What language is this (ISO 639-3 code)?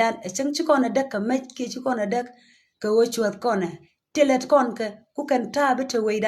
nus